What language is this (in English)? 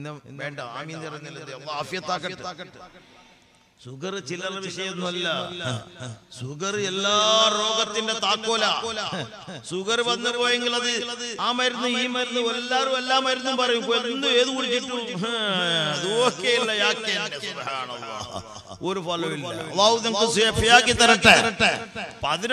Malayalam